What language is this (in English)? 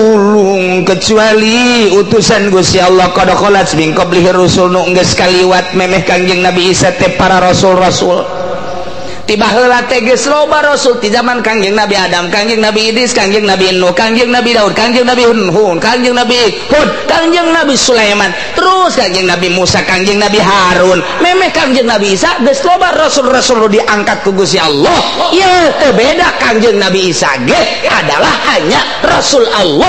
Sundanese